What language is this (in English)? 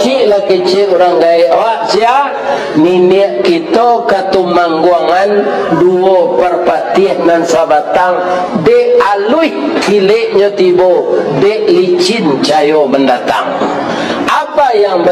Minangkabau